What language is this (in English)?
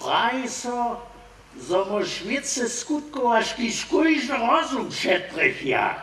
Upper Sorbian